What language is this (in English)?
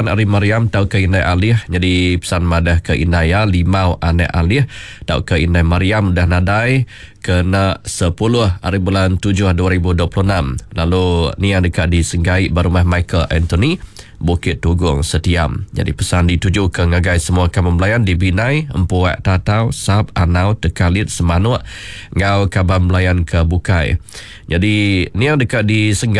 Iban